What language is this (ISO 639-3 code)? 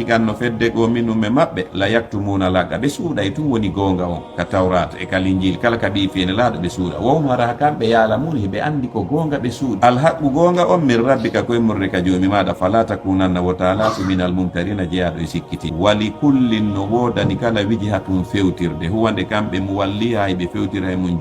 ful